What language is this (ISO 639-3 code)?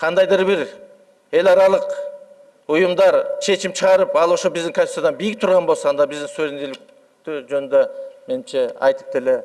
kir